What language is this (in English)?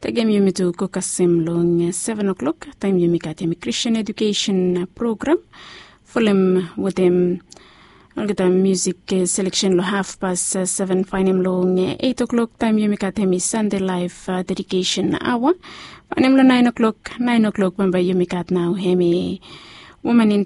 Bislama